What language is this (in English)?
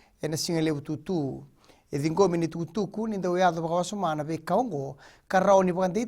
Fijian